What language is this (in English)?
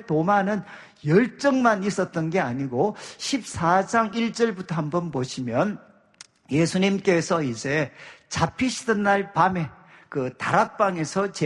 Korean